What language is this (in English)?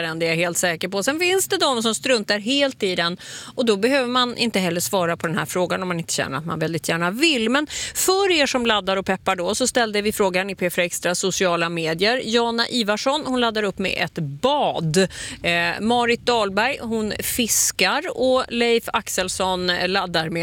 Swedish